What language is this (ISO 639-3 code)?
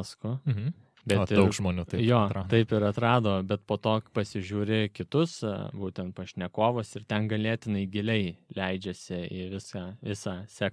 lit